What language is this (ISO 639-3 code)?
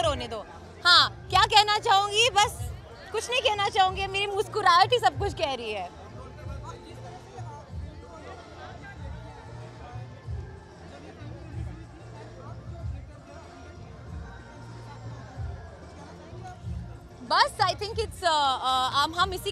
hin